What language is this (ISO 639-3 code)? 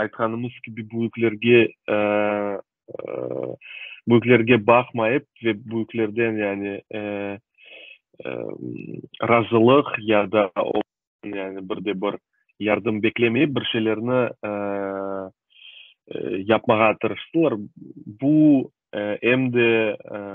crh